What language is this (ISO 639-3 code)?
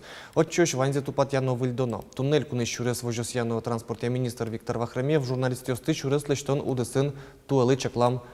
udm